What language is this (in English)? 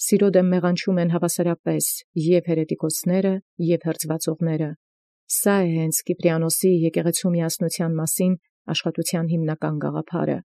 Armenian